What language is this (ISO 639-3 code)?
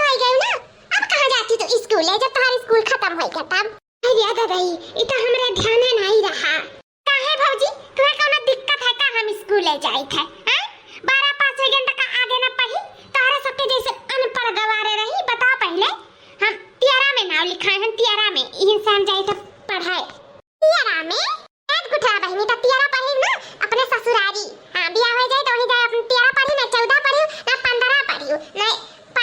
awa